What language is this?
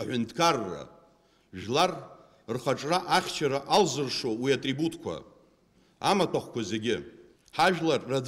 Abkhazian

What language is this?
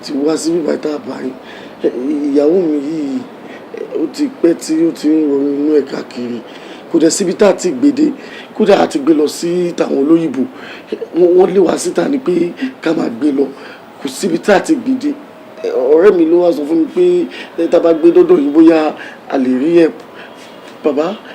Yoruba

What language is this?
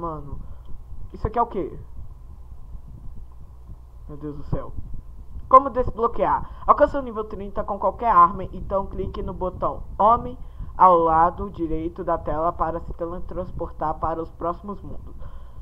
Portuguese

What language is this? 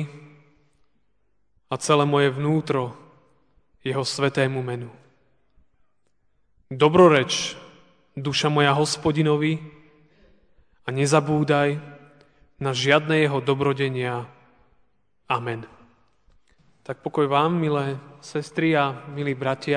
Slovak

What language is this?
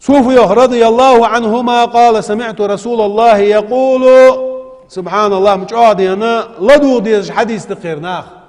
Ingush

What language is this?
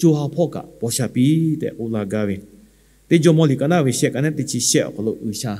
Lahu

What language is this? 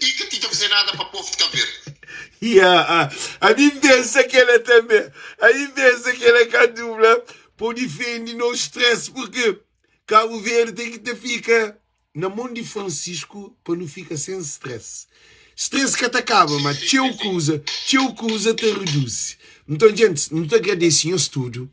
Kabuverdianu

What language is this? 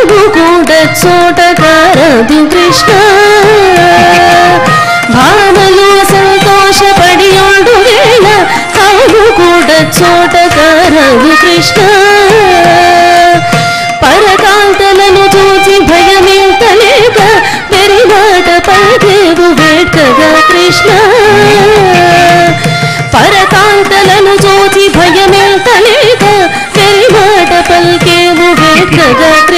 Telugu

